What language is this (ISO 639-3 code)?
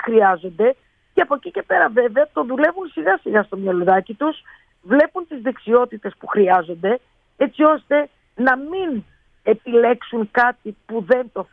ell